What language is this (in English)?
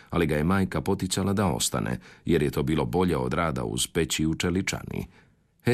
Croatian